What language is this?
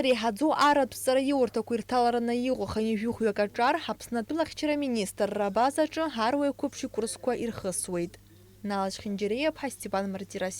Abkhazian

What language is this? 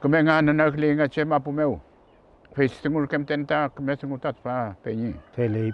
Mapuche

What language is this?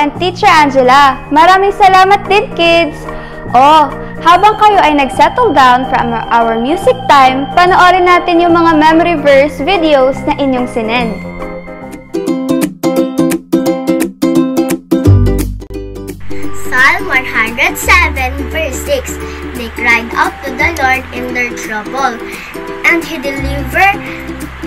Filipino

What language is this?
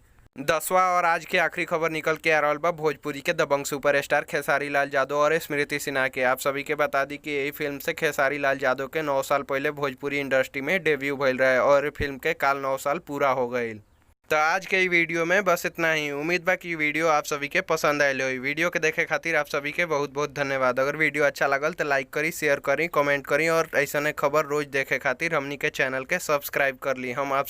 Bhojpuri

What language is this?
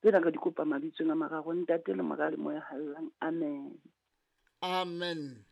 Southern Sotho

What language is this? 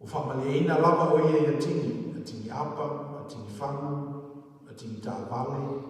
Samoan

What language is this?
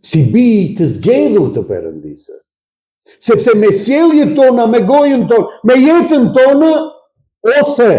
Albanian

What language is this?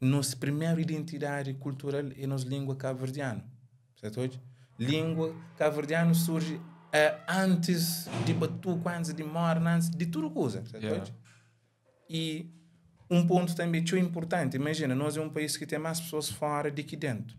Kabuverdianu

